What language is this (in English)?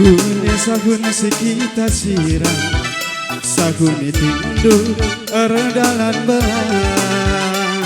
Batak Karo